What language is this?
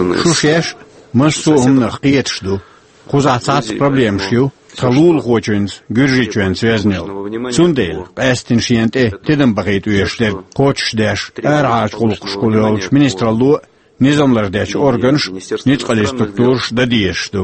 Chechen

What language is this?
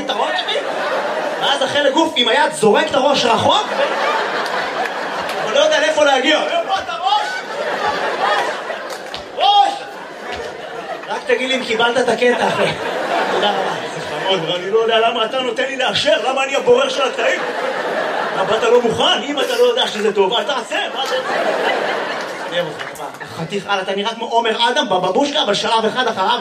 Hebrew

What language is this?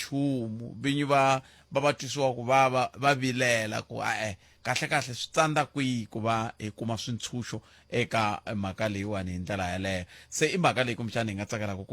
Tsonga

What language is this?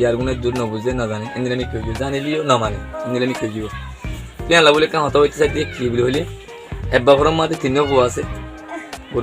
Rohingya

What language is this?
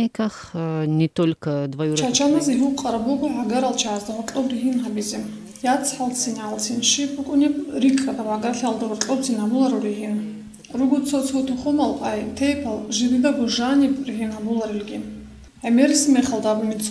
Avaric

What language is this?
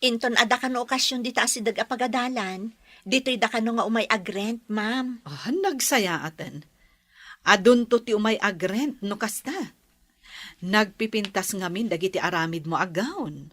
Iloko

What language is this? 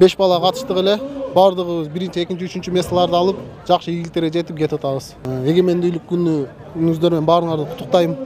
Kyrgyz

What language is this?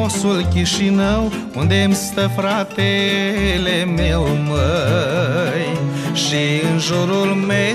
Romanian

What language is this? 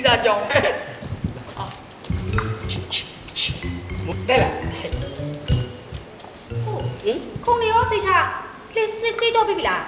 Burmese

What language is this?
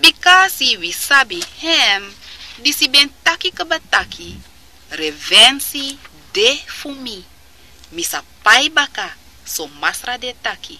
Sranan Tongo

